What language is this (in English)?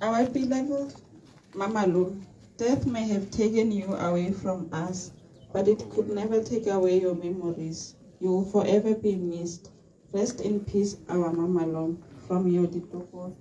Tswana